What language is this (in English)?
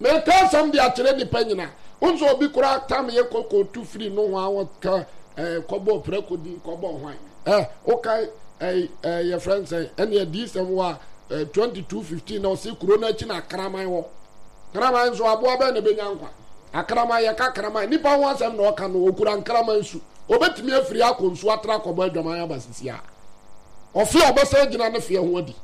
Akan